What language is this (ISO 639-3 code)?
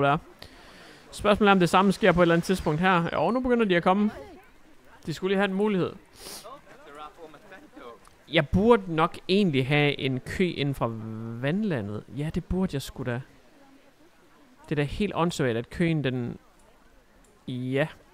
dan